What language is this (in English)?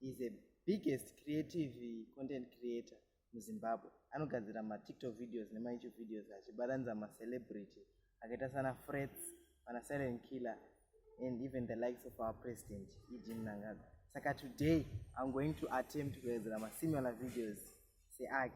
Shona